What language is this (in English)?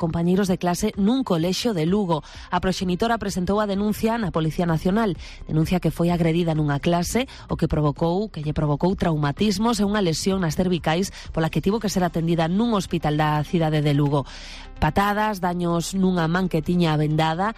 Galician